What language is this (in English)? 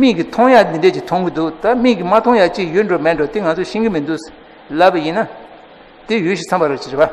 Tibetan